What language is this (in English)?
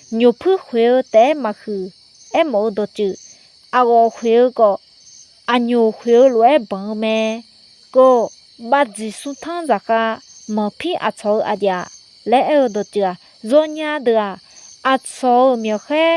Akha